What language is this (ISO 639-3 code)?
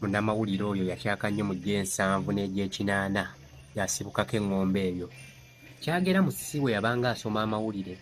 lug